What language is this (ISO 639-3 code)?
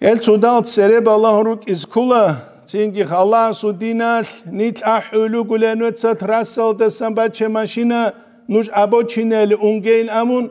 ava